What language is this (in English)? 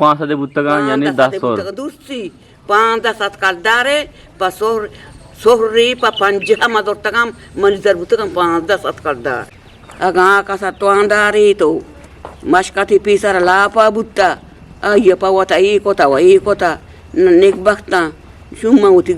Eastern Balochi